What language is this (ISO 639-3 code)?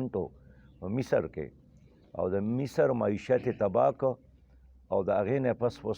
pus